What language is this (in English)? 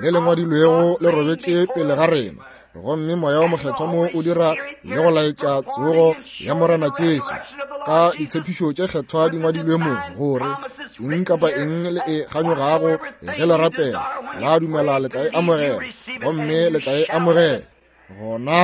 Northern Sotho